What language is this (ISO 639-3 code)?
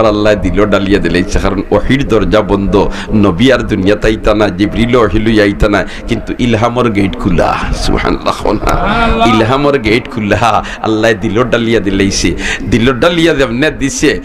syl